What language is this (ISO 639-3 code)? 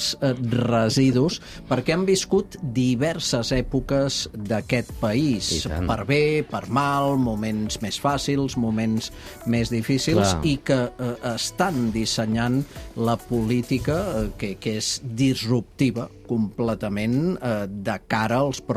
cat